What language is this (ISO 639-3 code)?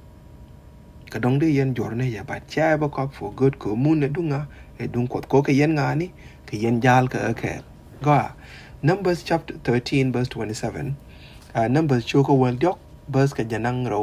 nus